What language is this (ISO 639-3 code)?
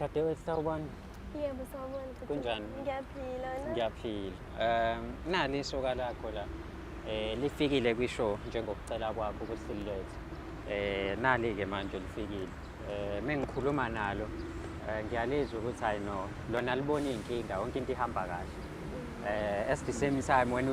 zul